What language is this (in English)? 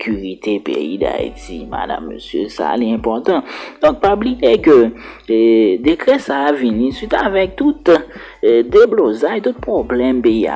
Haitian Creole